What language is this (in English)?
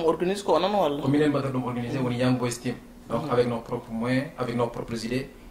Fula